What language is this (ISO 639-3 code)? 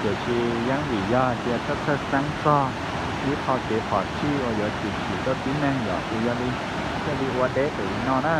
hmn